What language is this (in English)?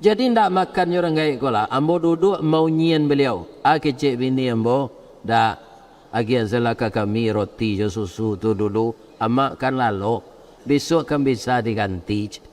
Minangkabau